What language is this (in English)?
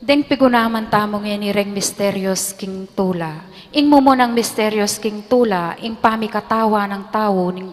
Pampanga